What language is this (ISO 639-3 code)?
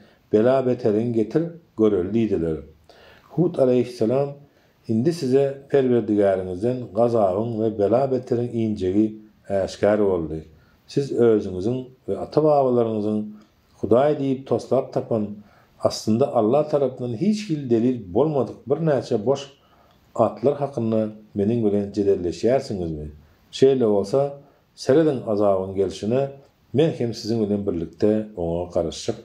tuk